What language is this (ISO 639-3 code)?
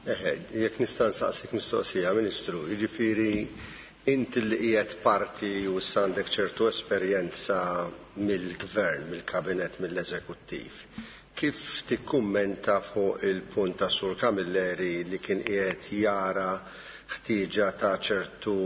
mlt